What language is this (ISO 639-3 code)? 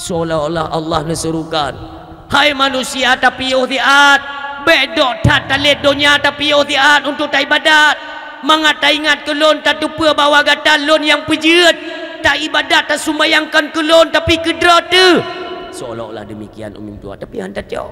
ace